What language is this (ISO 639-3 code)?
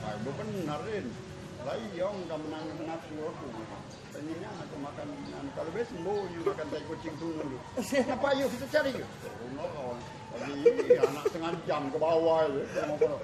mui